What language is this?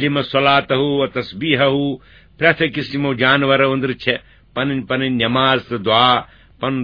Kashmiri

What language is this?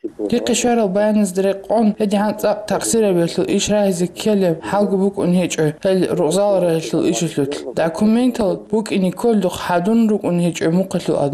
Avaric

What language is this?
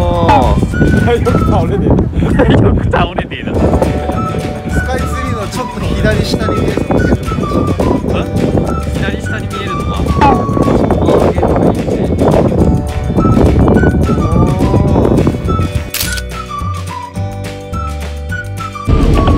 Japanese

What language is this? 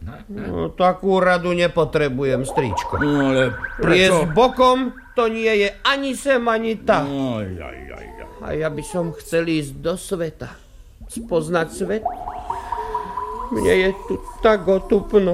Slovak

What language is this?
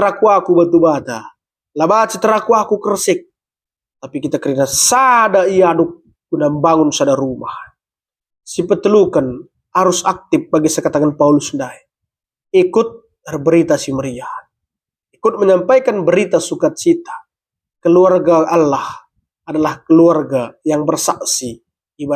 Batak Karo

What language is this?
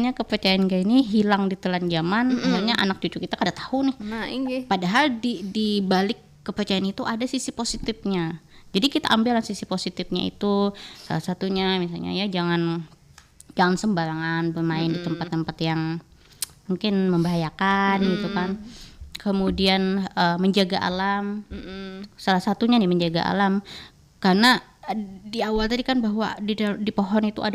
Banjar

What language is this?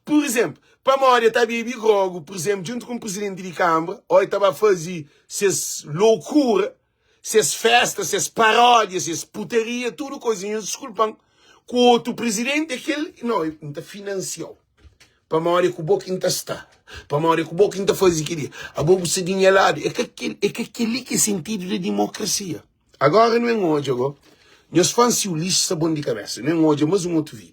Kabuverdianu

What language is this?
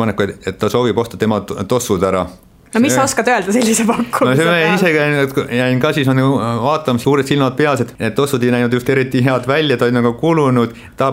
Estonian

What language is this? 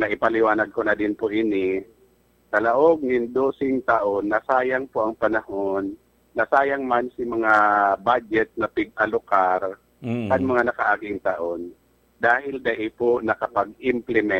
Bikol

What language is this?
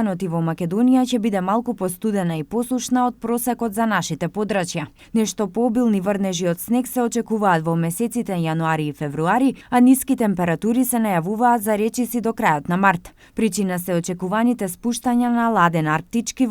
Macedonian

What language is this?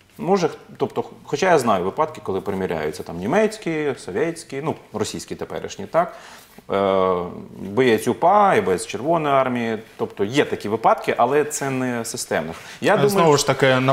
Ukrainian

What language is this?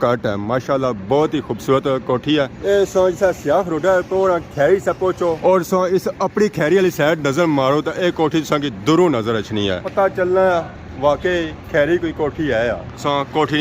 Pahari-Potwari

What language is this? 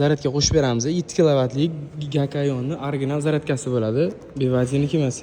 Uzbek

